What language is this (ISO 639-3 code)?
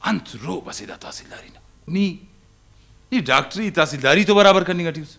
brh